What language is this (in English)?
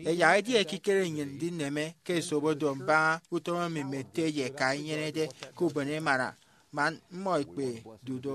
Efik